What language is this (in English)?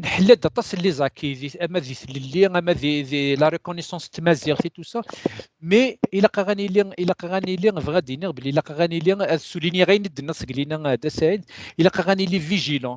Kabyle